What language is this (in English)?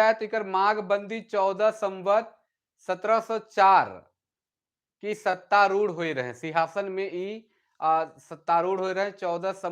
Sadri